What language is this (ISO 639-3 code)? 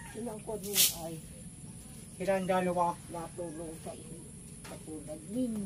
fil